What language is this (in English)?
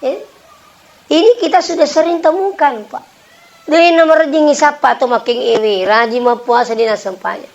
Buginese